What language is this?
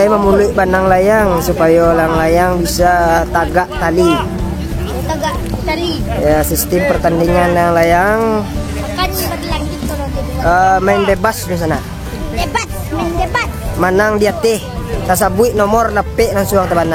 Minangkabau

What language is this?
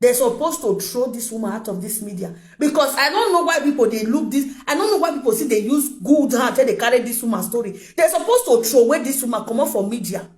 Nigerian Pidgin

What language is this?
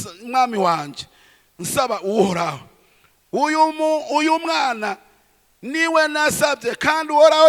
Rundi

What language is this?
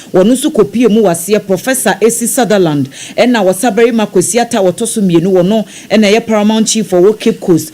Akan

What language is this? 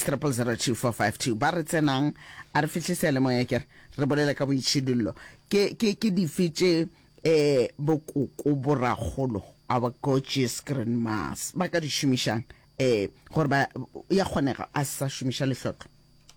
Northern Sotho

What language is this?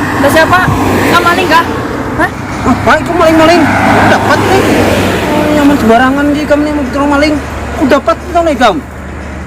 Banjar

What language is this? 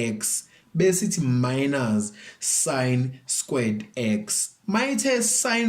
Zulu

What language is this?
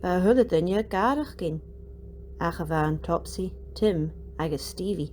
Scottish Gaelic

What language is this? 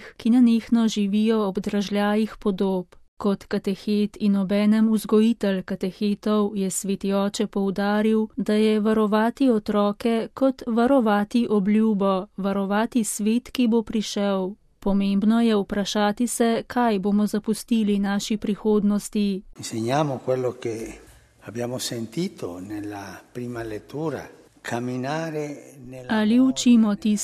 Slovenian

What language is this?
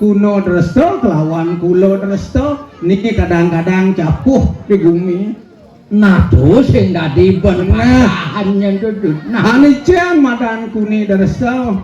Balinese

